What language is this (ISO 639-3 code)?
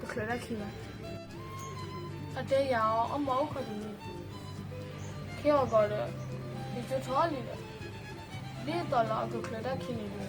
ksw